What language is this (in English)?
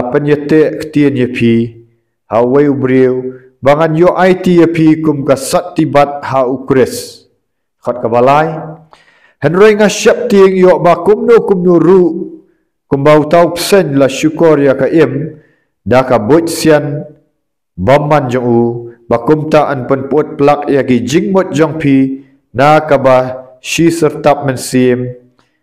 Khasi